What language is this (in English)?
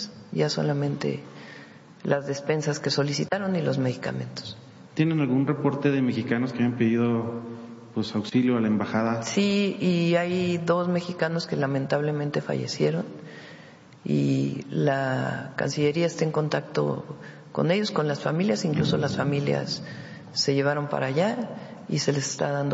Spanish